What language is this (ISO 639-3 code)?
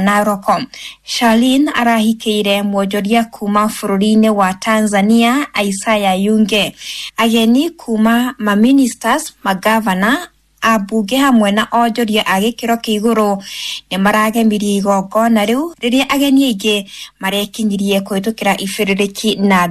kik